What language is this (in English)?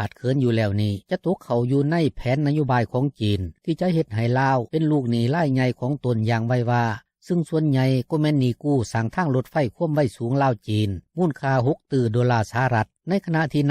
Lao